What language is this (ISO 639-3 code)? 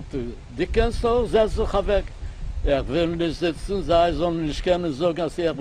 yid